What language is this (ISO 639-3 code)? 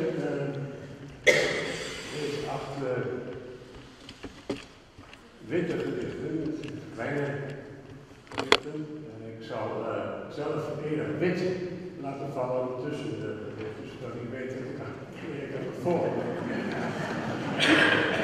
nld